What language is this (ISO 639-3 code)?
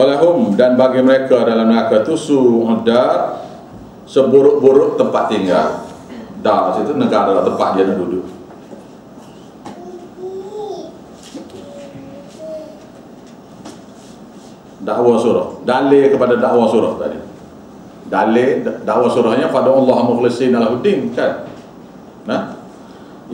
msa